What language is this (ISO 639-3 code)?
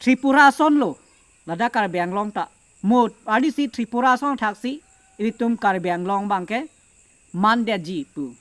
mjw